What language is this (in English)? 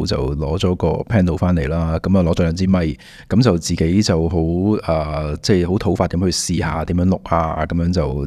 Cantonese